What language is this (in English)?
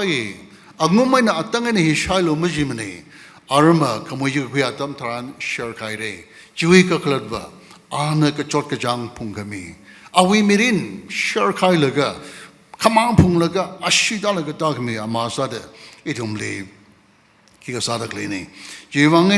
Tangkhul Naga (India)